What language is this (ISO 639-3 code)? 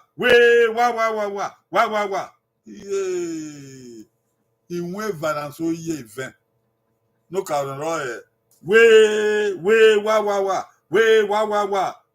bin